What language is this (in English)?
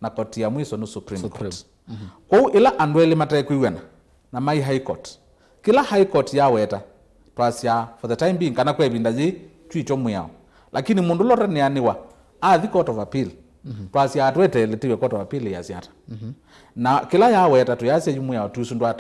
Kamba